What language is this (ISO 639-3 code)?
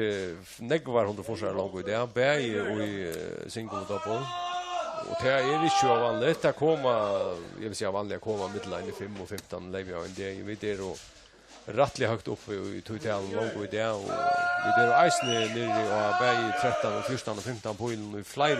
fao